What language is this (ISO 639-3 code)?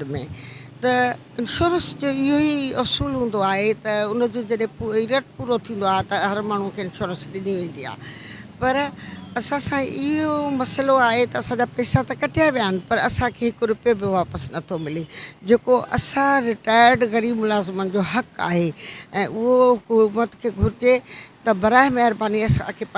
snd